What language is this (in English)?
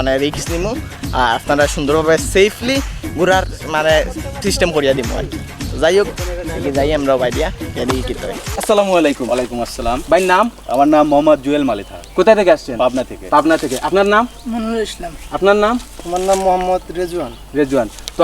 Sylheti